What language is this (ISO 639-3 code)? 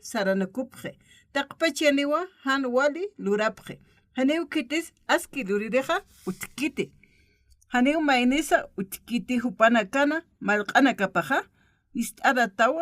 aym